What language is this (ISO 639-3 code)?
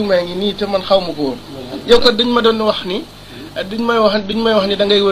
wol